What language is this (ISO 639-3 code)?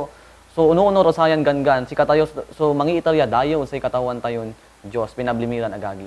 pag